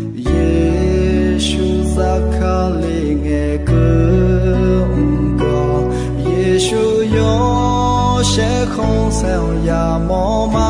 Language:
Akha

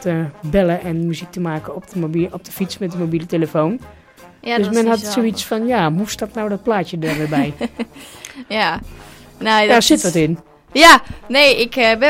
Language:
Dutch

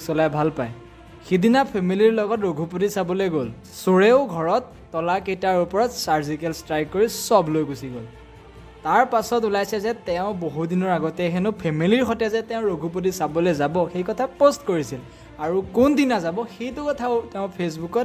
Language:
Assamese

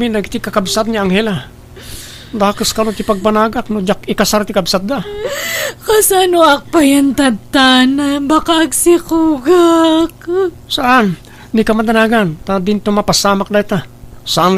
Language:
Iloko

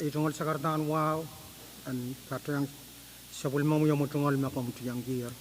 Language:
Pohnpeian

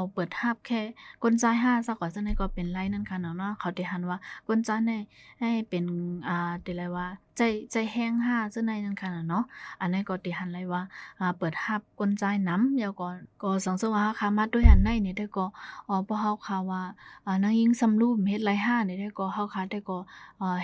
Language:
Shan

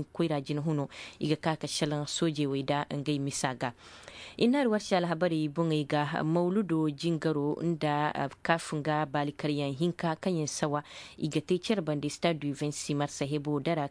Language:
Zarma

